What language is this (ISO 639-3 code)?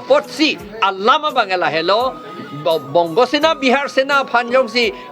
mjw